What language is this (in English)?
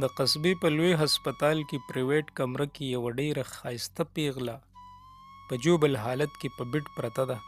Pashto